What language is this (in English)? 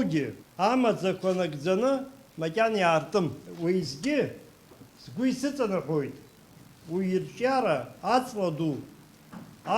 Abkhazian